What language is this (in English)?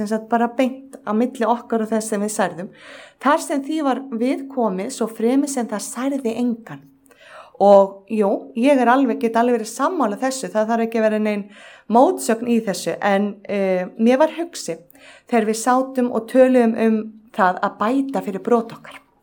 Icelandic